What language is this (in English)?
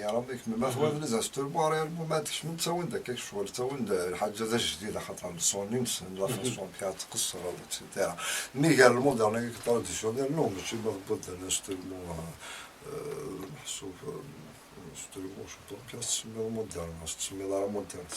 Kabyle